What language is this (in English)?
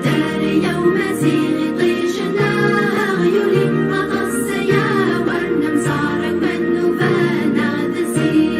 Kabyle